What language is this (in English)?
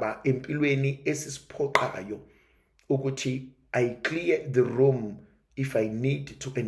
Zulu